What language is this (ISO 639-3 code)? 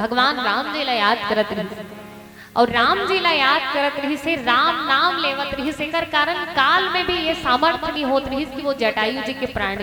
hne